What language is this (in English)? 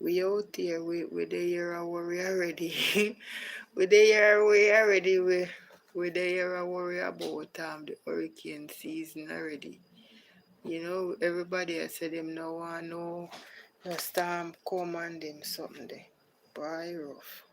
Jamaican Creole English